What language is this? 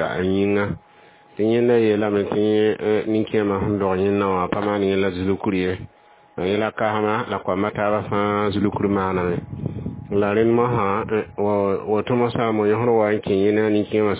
Mossi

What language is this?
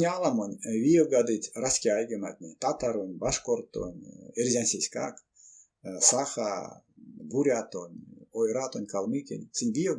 Erzya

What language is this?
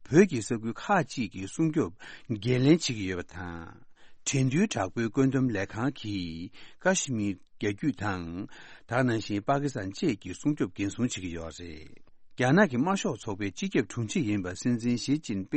Tibetan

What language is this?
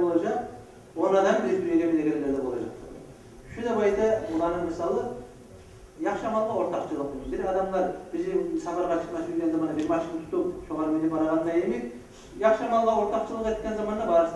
Kumyk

